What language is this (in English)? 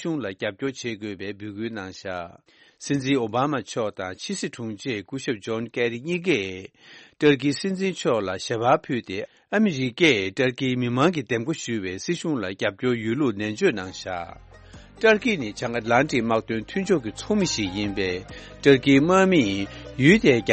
Tibetan